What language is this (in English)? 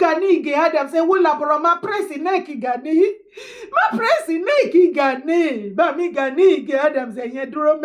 Yoruba